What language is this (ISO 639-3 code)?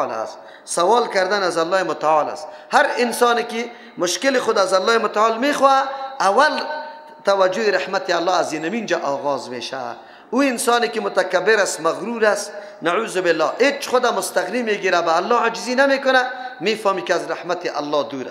fas